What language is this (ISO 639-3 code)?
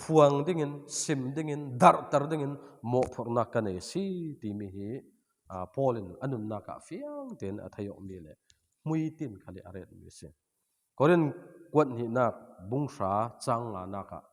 cfm